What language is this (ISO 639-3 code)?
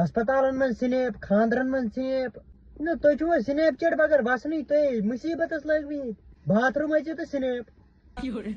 kas